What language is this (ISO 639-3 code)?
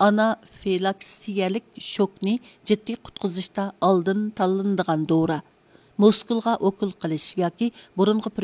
uig